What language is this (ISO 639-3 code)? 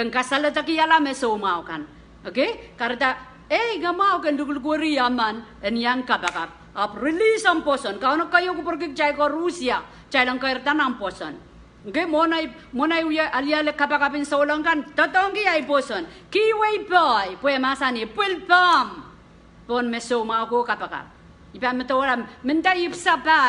pon